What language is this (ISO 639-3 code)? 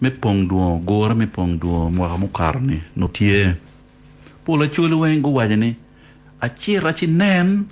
ach